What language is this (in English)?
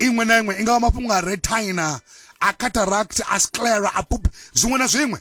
Venda